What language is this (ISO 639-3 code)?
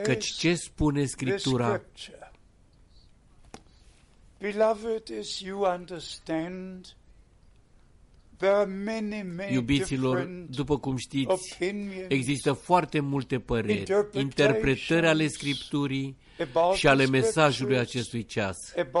ron